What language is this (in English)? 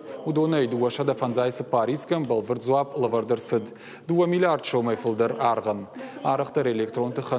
Ossetic